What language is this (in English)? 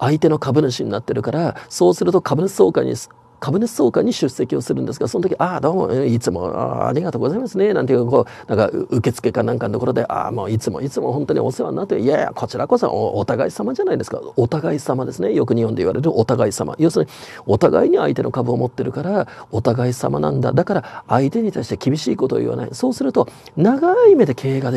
Japanese